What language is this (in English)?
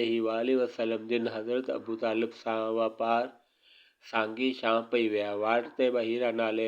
Sindhi